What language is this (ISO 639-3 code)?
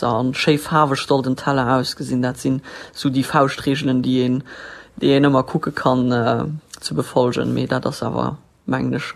ltz